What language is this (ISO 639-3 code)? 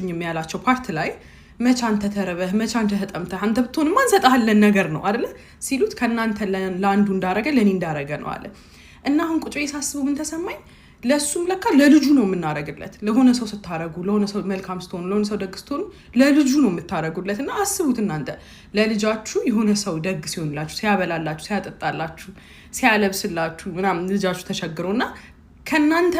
amh